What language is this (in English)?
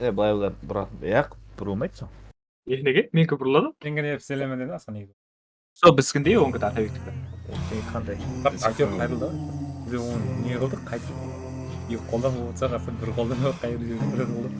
Kara-Kalpak